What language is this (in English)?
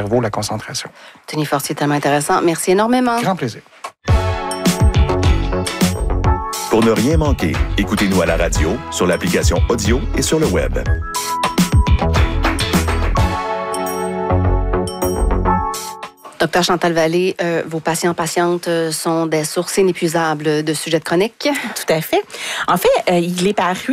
French